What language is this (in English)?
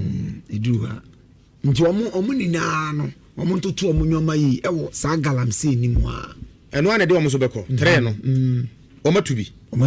Akan